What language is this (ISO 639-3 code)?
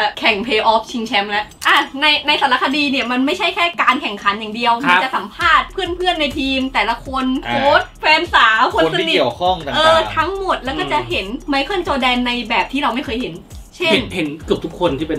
tha